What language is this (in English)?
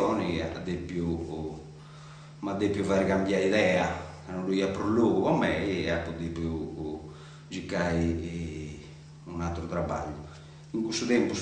Sardinian